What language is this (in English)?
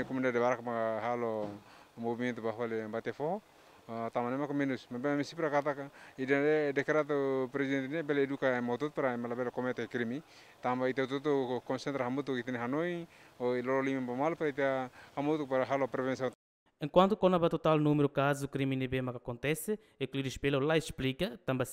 Tetum